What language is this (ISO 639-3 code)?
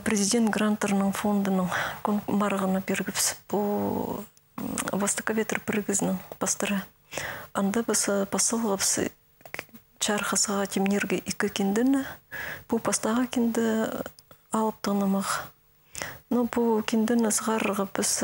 kjh